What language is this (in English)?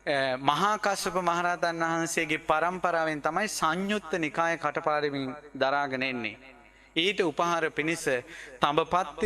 Sinhala